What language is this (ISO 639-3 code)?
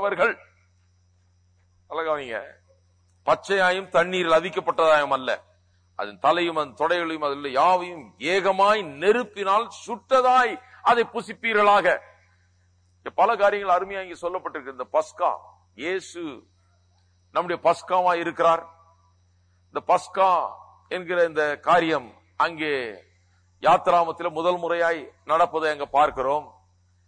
tam